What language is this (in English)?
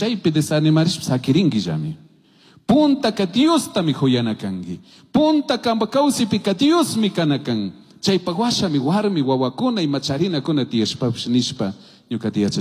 Chimborazo Highland Quichua